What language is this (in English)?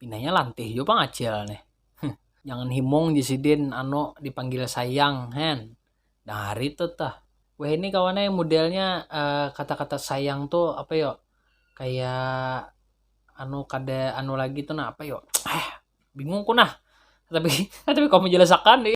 Banjar